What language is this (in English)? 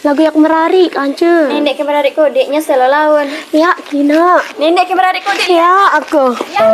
Sasak